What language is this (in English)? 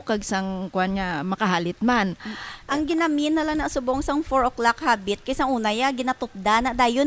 Hiligaynon